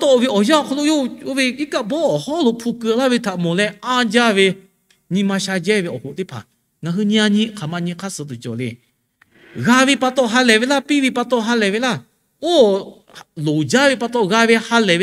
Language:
Lahu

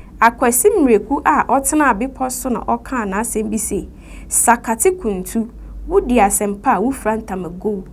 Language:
Akan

